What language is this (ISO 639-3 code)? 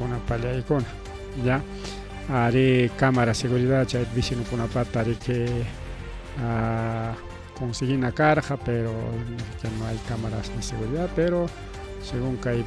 quy